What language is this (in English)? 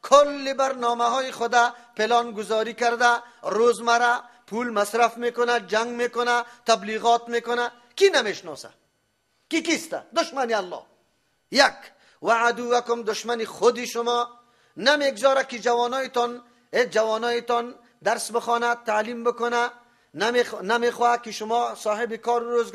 Persian